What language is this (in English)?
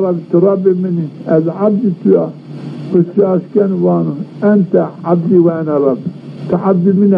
Zaza